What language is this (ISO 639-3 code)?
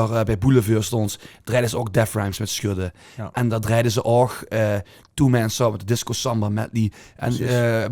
lim